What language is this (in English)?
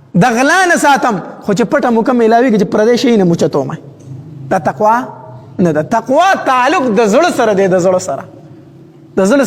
Pashto